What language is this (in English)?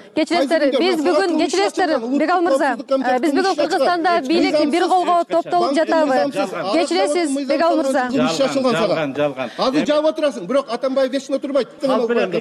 Kyrgyz